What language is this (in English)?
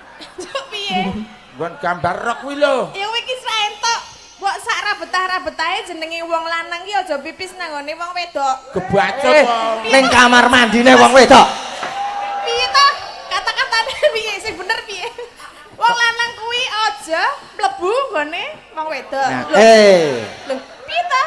Javanese